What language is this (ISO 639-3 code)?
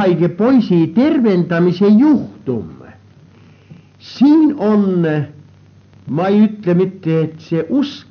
est